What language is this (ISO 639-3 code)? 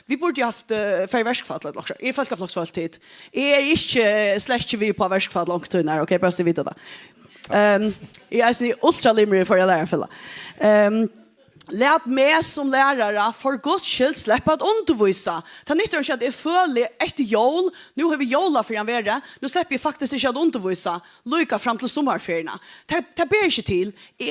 fao